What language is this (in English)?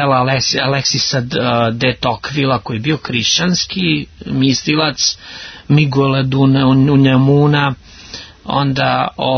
Serbian